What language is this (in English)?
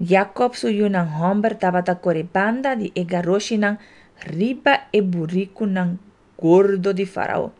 Papiamento